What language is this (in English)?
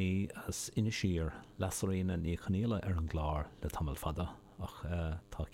Irish